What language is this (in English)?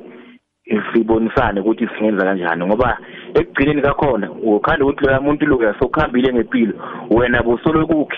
South Ndebele